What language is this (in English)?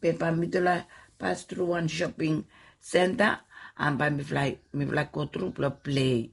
Bislama